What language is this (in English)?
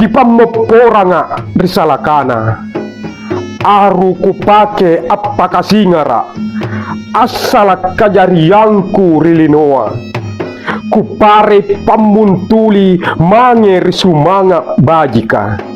Makasar